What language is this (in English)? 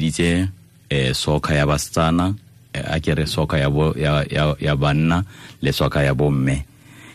Tswana